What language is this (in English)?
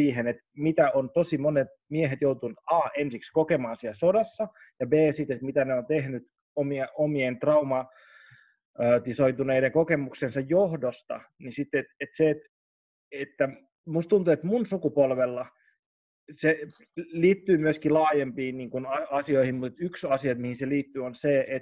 Finnish